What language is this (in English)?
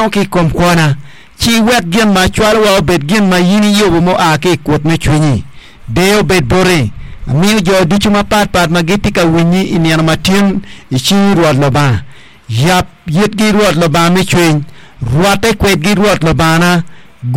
Acoli